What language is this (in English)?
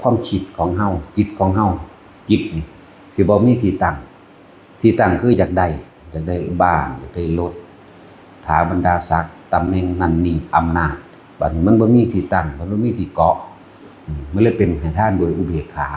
Lao